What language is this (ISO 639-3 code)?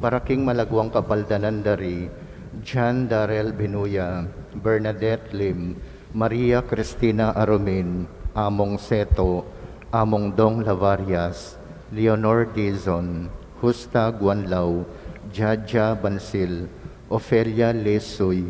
pam